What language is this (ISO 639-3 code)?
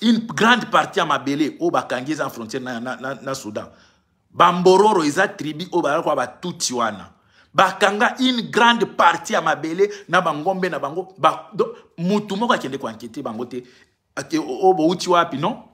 lin